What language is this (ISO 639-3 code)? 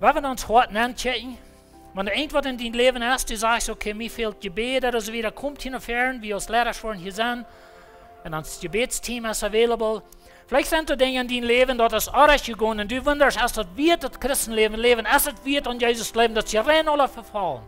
pdt